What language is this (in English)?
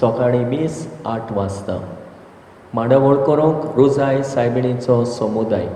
Konkani